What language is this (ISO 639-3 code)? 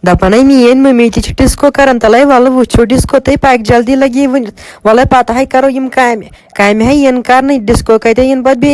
kas